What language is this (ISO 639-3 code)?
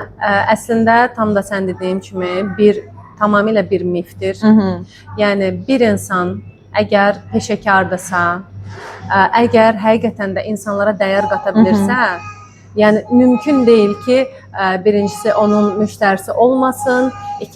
aze